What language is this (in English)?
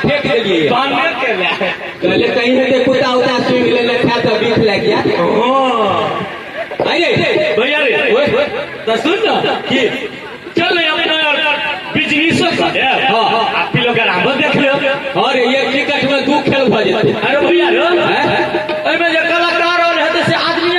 Maithili